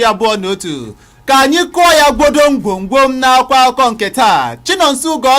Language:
Igbo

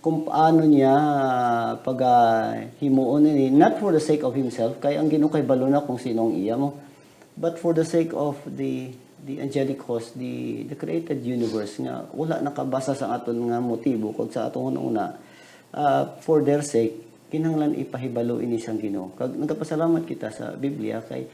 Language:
Hiligaynon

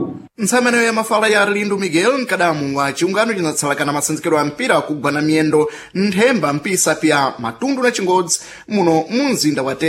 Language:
Sena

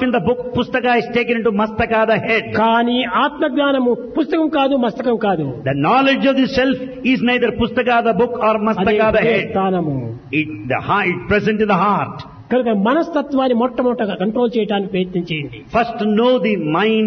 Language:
Telugu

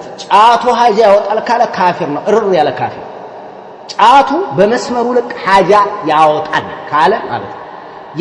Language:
Amharic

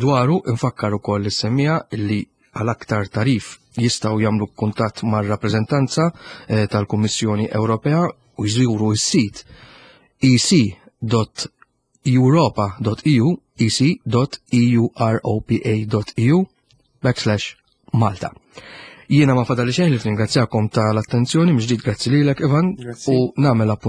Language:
Maltese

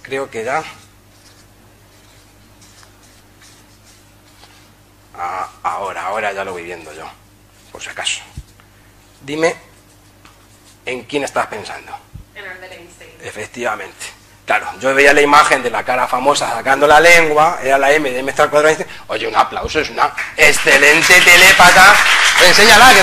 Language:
Spanish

